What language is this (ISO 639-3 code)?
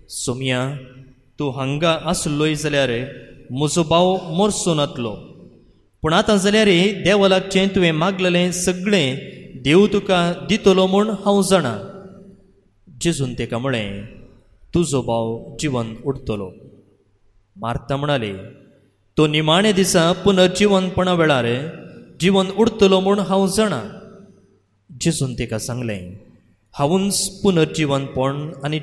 kok